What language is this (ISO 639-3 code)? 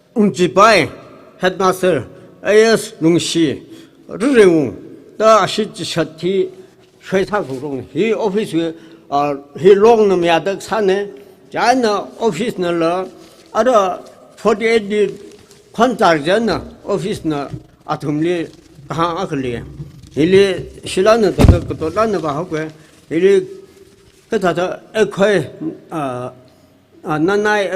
nmf